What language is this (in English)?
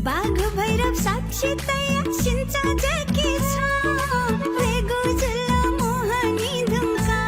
Newari